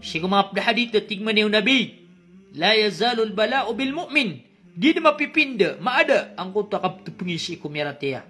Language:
Maranao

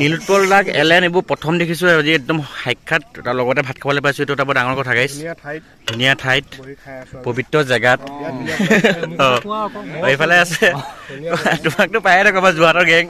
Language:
Assamese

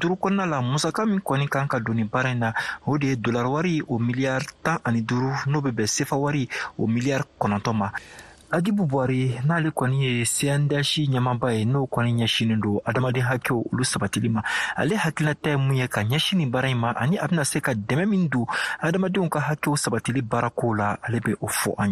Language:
Bambara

